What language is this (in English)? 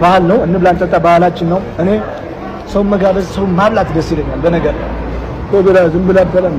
Amharic